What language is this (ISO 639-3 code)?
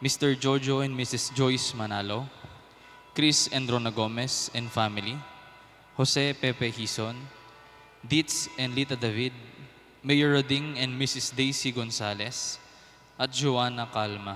pam